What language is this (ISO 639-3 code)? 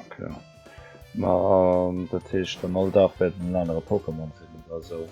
ltz